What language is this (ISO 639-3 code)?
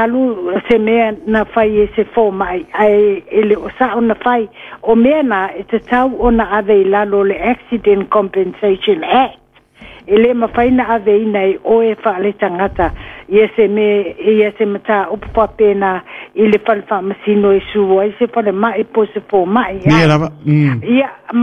smo